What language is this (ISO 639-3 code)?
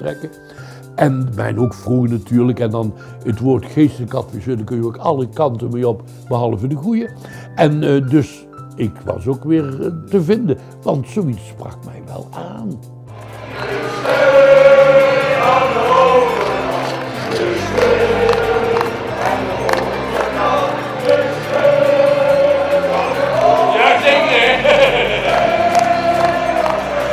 nld